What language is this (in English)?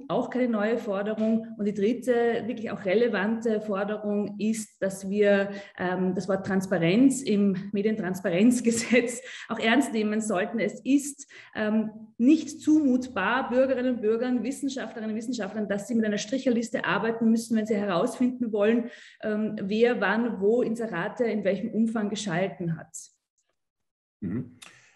German